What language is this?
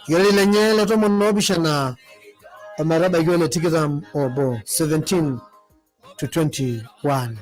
Masai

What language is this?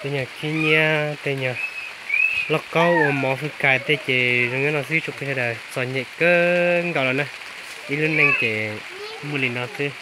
Hmong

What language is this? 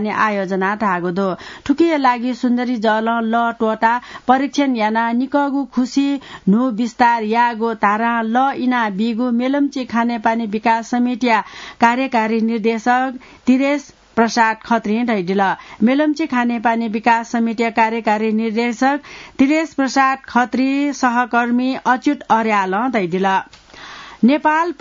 Newari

